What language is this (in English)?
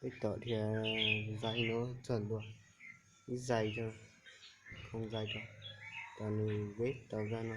Hmong